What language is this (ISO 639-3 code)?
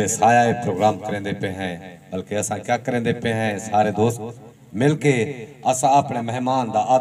skr